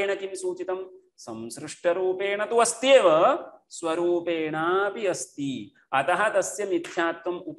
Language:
Sanskrit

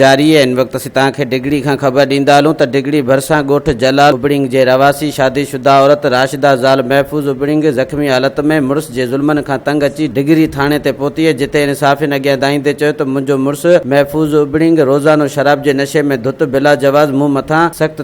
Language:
Sindhi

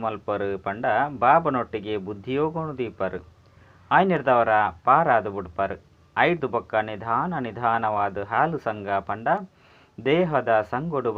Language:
Tulu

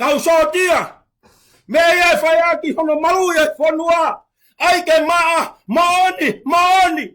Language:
Tongan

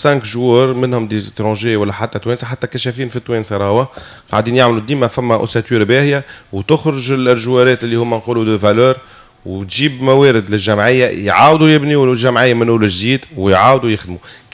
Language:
Tunisian Arabic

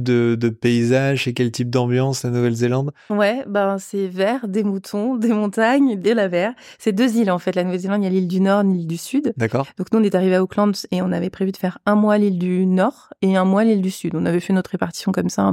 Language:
French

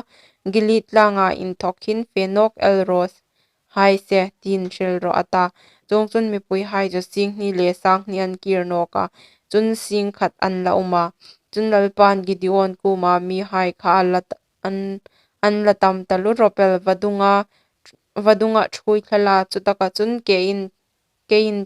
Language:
Hmar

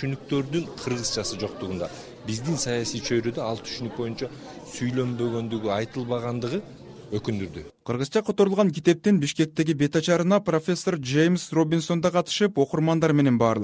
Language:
Kyrgyz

